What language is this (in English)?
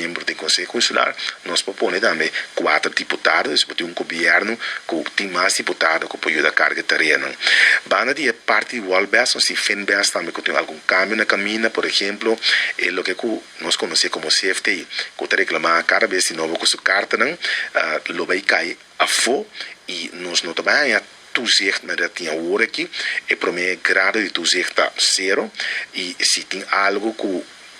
Papiamento